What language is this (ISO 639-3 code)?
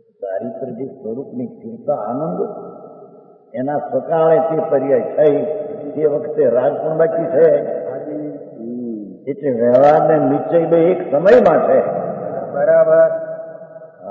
guj